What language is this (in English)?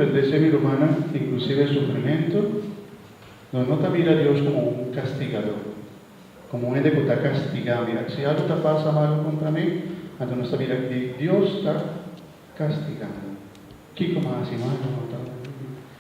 Papiamento